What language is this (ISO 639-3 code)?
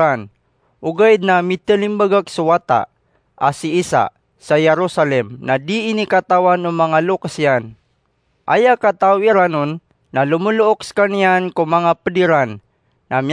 mrw